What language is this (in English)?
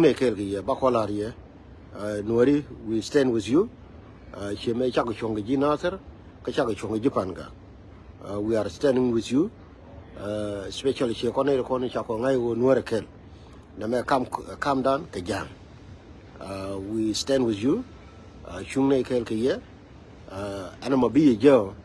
Nuer